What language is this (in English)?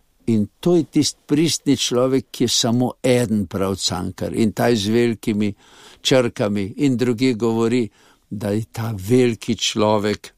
Slovenian